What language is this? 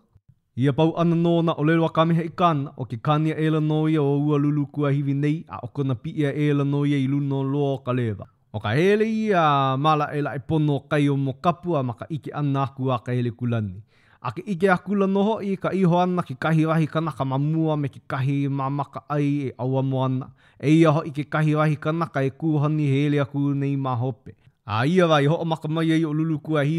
Hawaiian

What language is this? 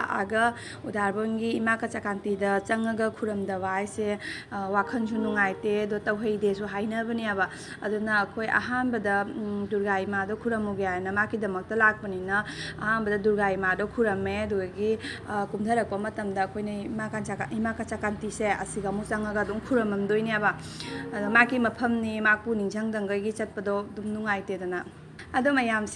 Manipuri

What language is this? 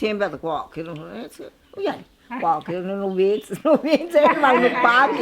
Ashéninka Perené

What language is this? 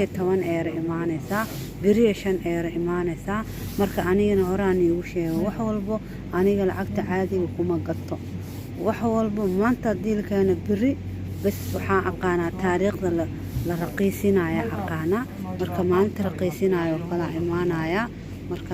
Somali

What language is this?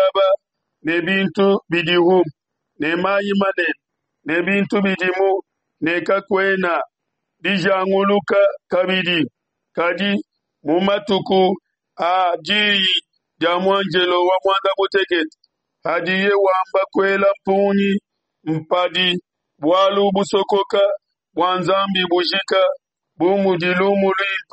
Luba-Lulua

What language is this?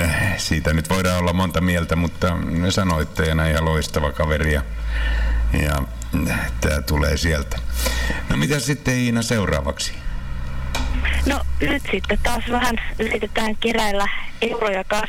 Finnish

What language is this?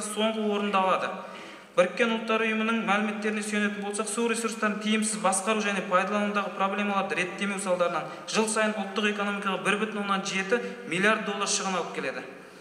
Kazakh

